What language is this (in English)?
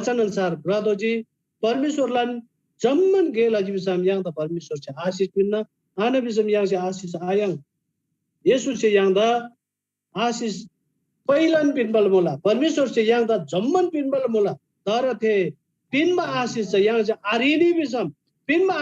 Eastern Tamang